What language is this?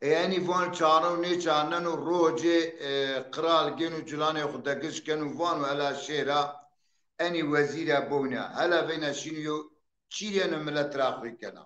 Zaza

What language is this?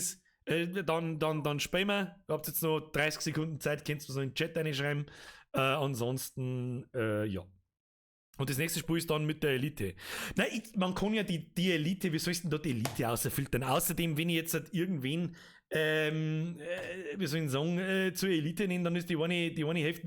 Bavarian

